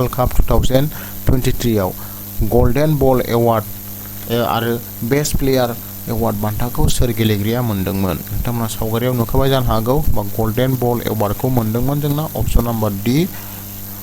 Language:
Bodo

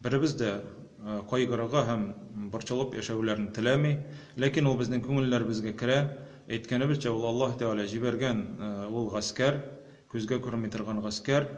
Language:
Tatar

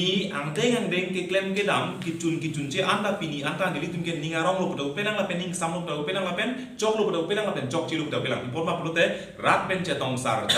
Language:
Karbi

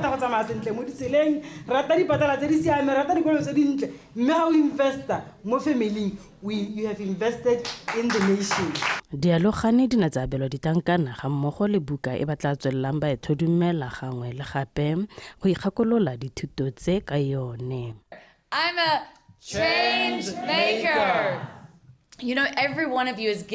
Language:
Tswana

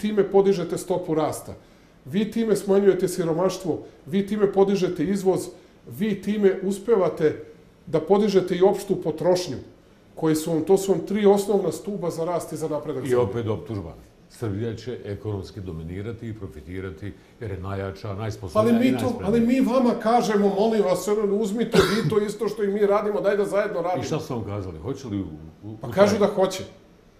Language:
Serbian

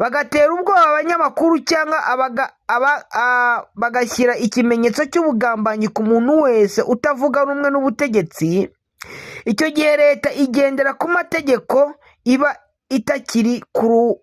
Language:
Kinyarwanda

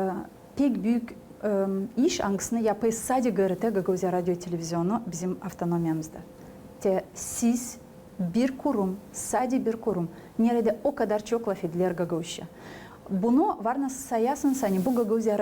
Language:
Gagauz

